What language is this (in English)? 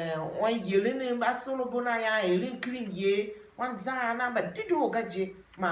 Tiv